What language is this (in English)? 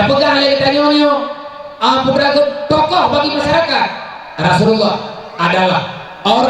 Achinese